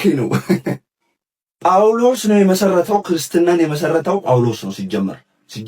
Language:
Amharic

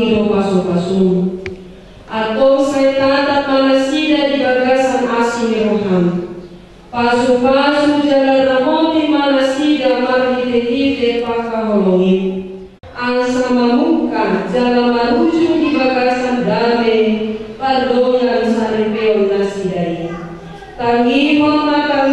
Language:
Batak Toba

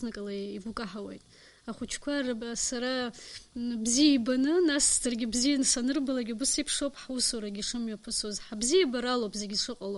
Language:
Abkhazian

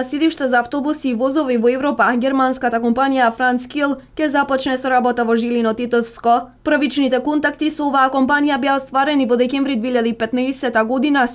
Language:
Macedonian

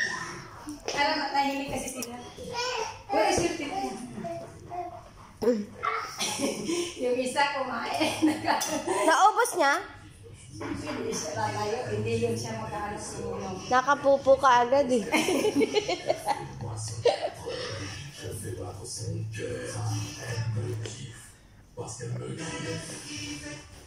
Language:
Filipino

